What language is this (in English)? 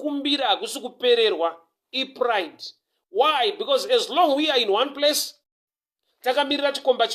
Shona